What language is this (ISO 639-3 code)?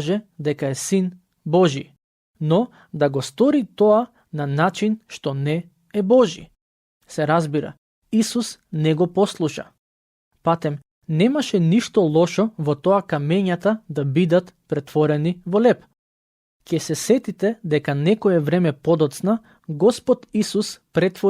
mkd